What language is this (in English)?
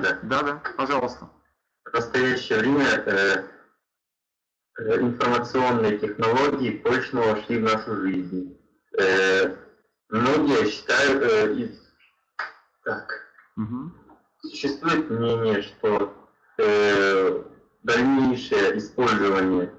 Russian